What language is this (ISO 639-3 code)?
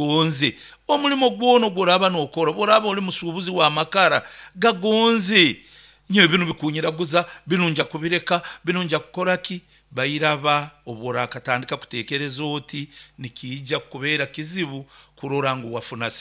nyn